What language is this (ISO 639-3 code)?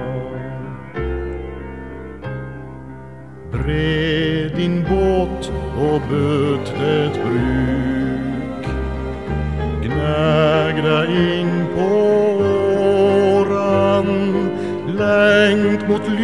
swe